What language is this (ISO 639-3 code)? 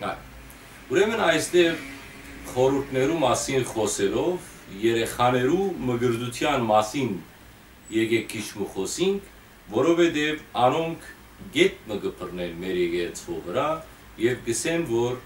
hyw